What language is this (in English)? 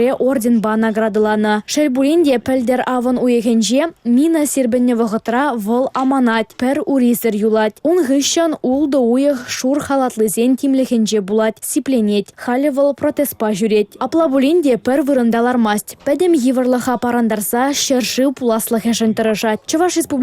Chuvash